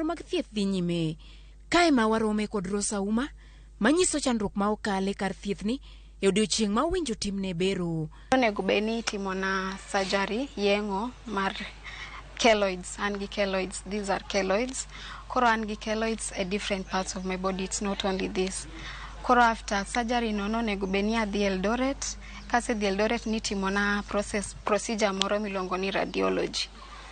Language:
Luo (Kenya and Tanzania)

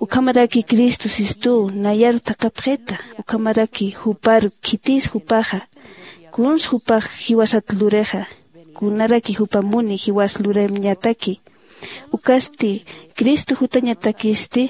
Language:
Aymara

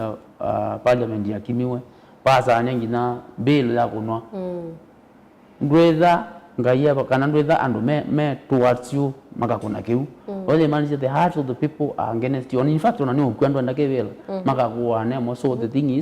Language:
Kamba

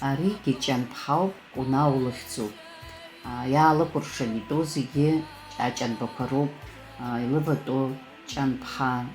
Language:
Abkhazian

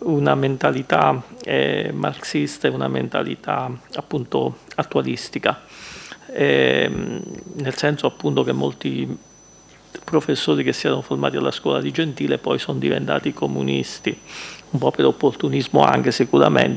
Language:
Italian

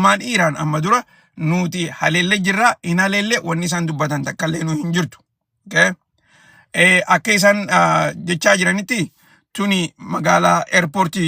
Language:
Oromo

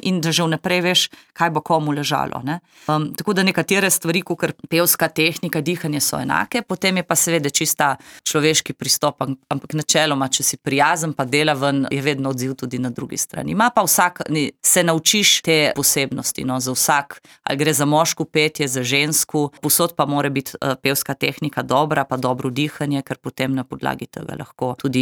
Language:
Slovenian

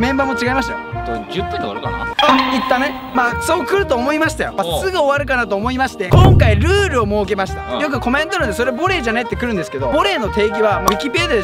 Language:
Japanese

